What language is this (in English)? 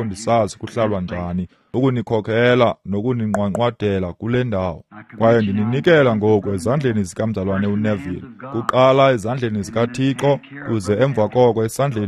Xhosa